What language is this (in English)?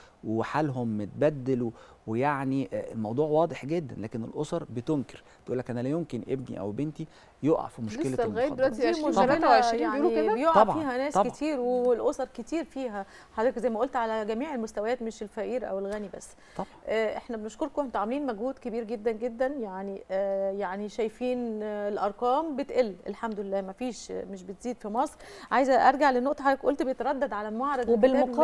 Egyptian Arabic